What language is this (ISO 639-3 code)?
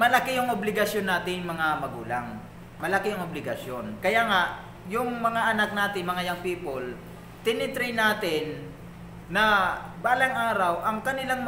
fil